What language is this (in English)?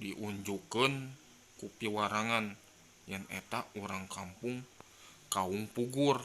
Sundanese